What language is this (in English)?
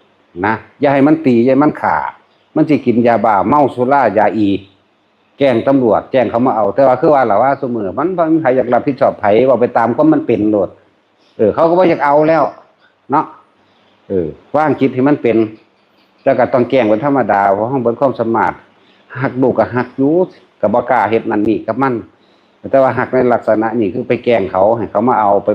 Lao